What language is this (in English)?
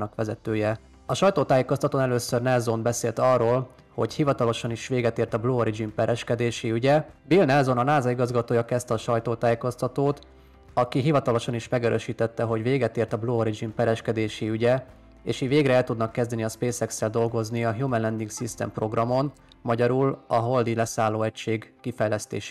Hungarian